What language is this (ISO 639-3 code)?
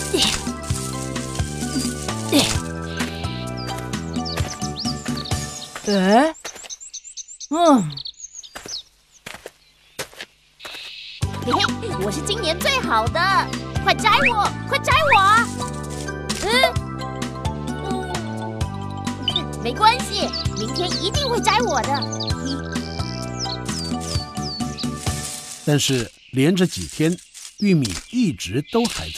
zho